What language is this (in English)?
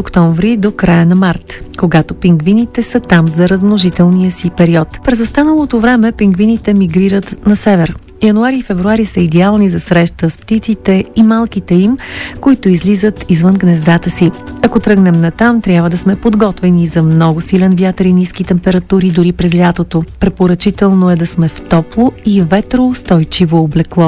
Bulgarian